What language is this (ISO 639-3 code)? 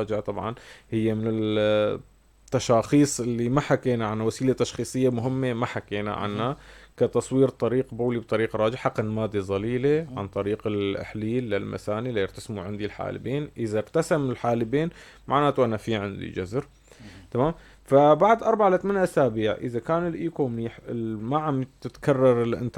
apc